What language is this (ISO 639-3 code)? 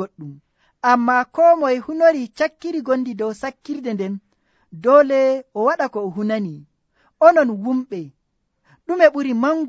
fuv